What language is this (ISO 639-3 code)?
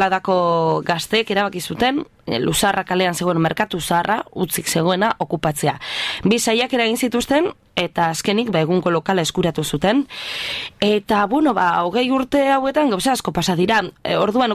eus